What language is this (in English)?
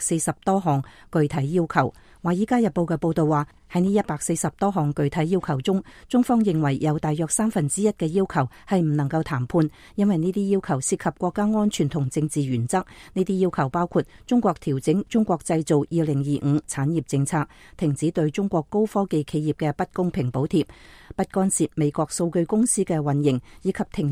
Cantonese